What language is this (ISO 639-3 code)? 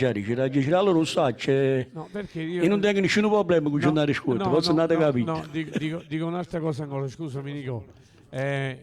nap